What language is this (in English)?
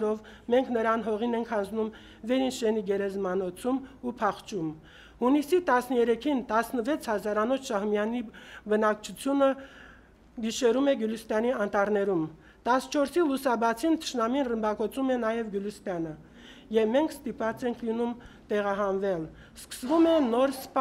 Armenian